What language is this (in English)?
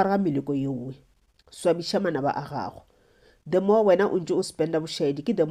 Northern Sotho